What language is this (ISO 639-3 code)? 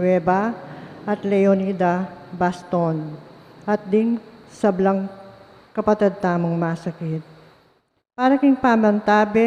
pam